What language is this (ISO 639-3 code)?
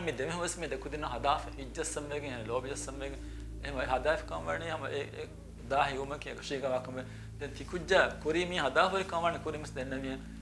div